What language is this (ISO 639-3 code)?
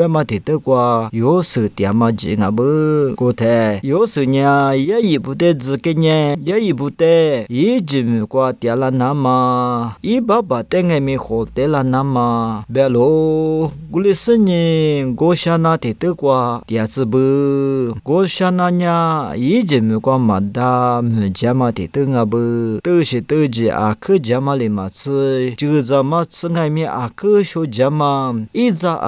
lis